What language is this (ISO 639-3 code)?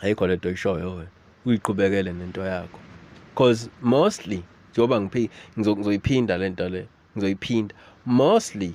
zul